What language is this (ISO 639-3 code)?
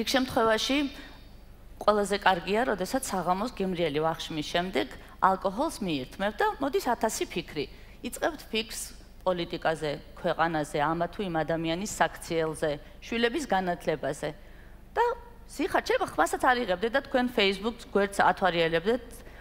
kat